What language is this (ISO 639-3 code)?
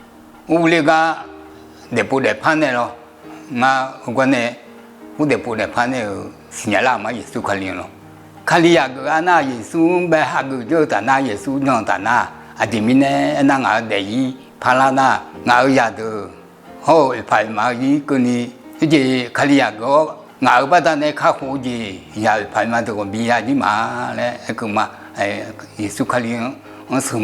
ahk